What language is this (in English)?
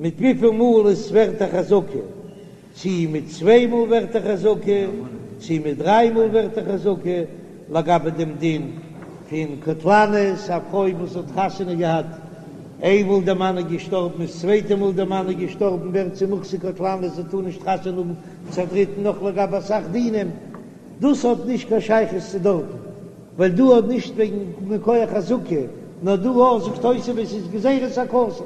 Yiddish